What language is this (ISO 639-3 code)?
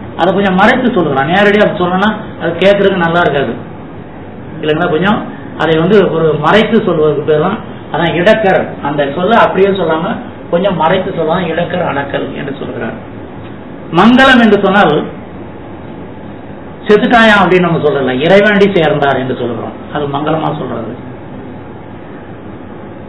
tam